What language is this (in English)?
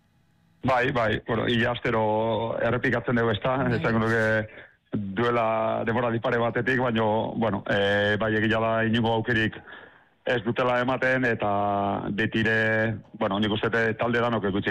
Basque